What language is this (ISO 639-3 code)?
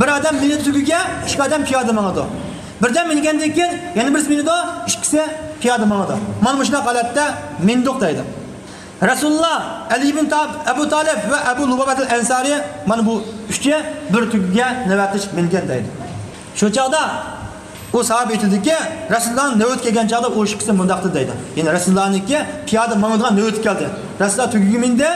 uig